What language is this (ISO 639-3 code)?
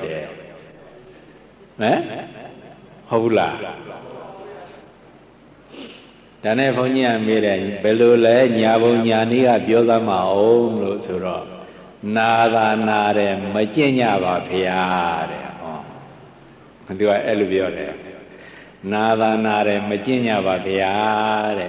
mya